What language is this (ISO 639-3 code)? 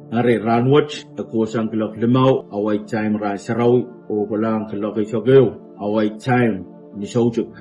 pon